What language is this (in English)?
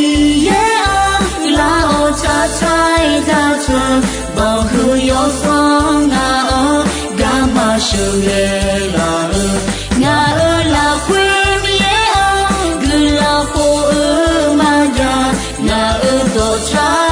Akha